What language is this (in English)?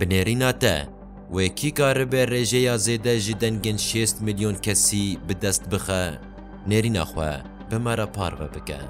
Kurdish